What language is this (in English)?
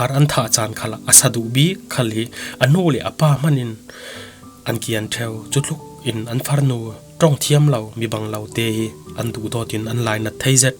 Falam Chin